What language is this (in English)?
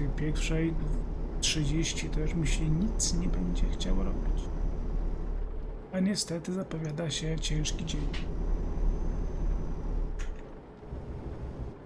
Polish